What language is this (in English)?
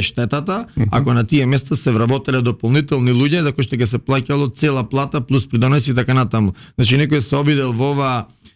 Macedonian